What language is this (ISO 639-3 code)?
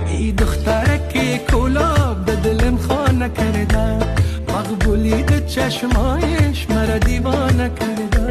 tgk